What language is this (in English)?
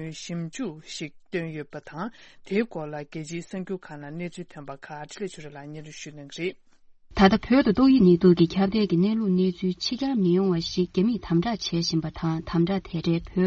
Tibetan